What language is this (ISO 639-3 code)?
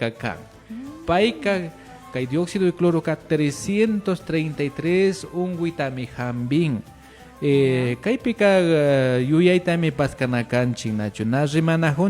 qvi